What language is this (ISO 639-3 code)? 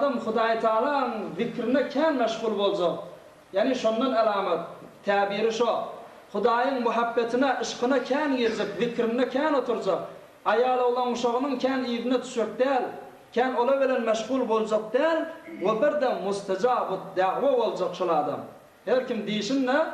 tuk